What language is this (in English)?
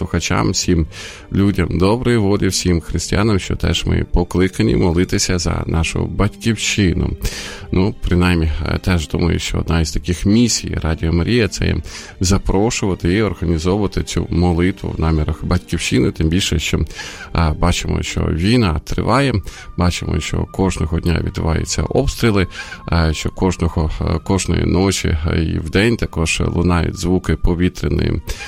Ukrainian